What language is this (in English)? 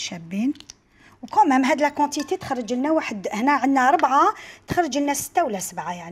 Algerian Arabic